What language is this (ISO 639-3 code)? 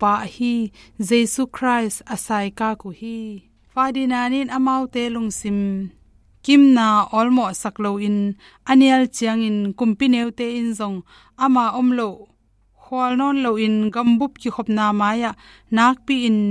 ctd